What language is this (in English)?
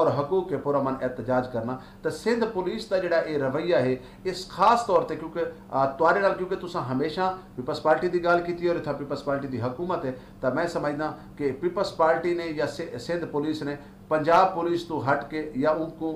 Saraiki